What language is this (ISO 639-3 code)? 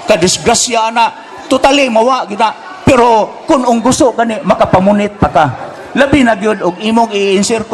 ceb